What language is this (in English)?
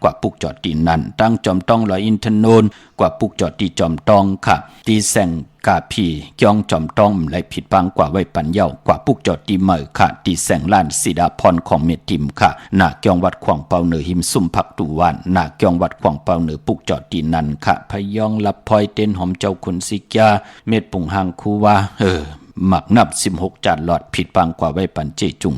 Shan